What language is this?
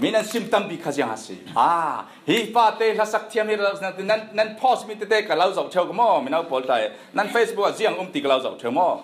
Falam Chin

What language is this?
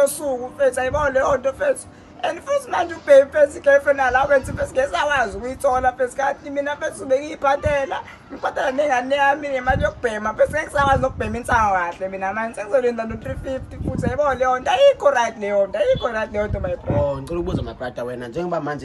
Zulu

